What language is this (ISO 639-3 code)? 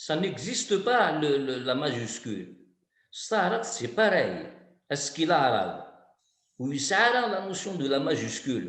kab